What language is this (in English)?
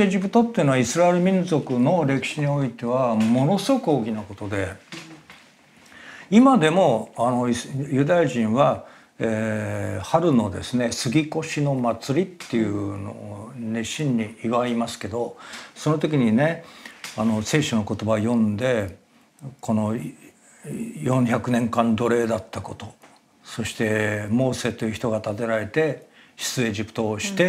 Japanese